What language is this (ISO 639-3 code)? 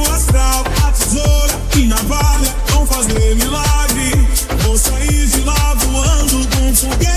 por